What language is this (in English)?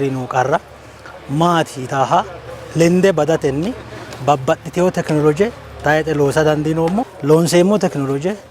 Sidamo